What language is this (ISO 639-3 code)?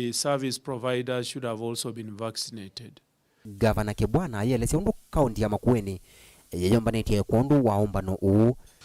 kam